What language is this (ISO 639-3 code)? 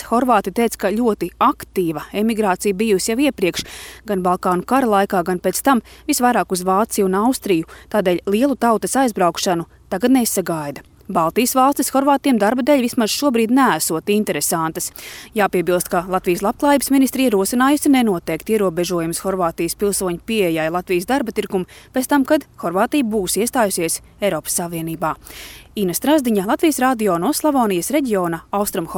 lav